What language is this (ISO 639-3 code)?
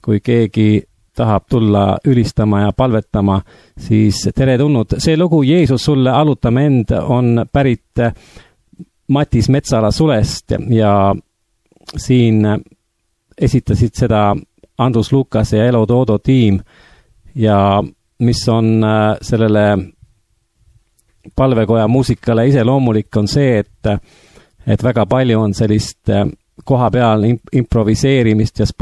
est